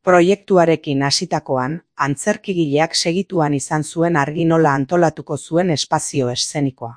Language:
Basque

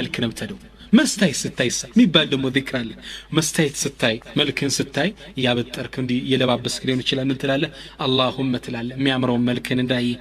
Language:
Amharic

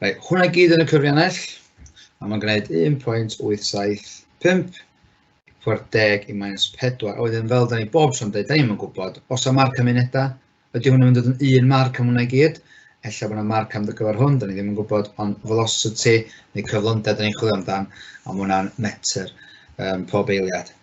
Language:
Welsh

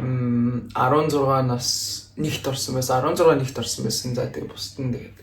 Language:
Mongolian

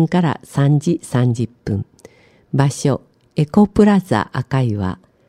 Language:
Japanese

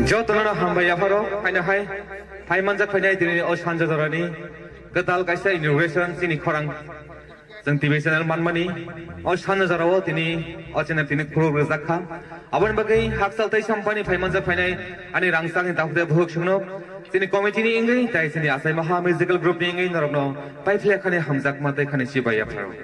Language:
Kok Borok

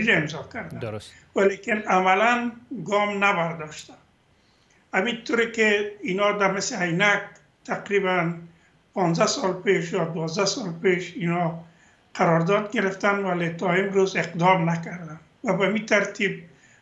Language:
Persian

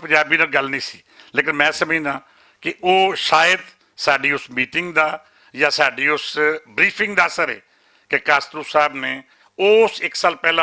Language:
Western Panjabi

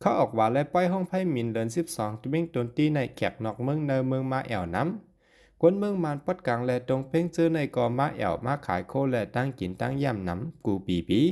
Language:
Shan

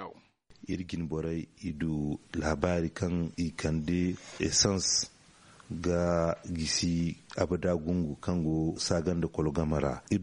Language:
Zarma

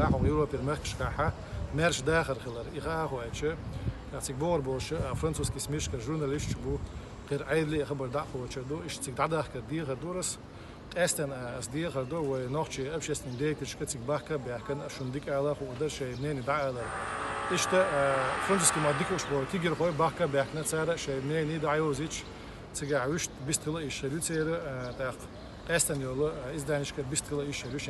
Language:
Chechen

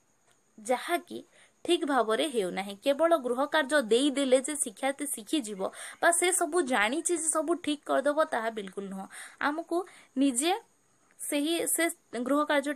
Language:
Odia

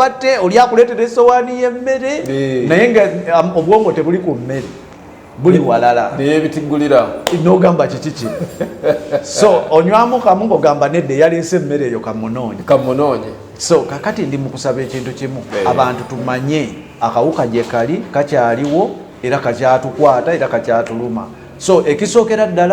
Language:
Ganda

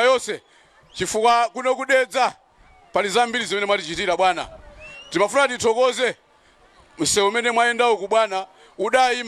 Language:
Nyanja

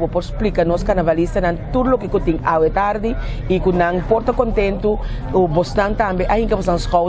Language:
Papiamento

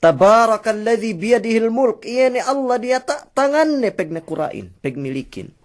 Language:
Yakan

